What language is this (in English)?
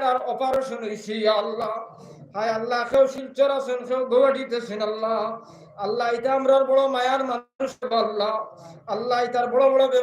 Sylheti